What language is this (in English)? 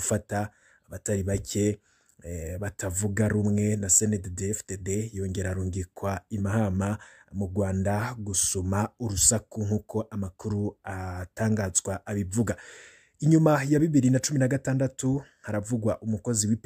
Rundi